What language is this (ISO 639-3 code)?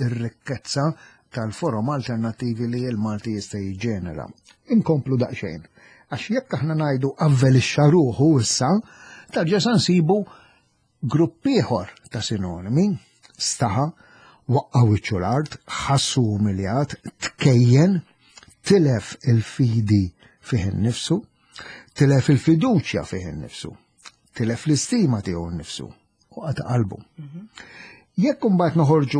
mlt